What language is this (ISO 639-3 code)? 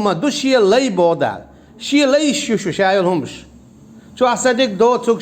che